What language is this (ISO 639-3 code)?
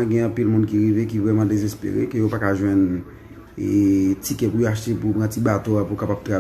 hat